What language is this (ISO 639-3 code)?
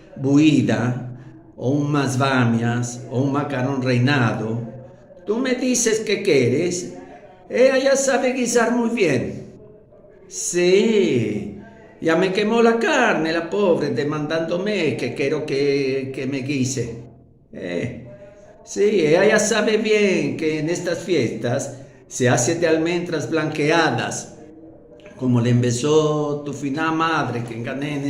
lad